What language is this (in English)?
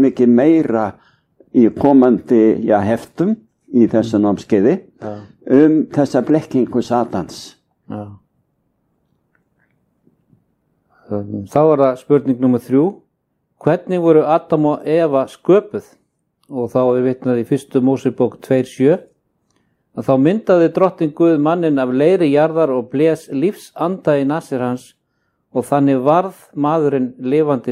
Icelandic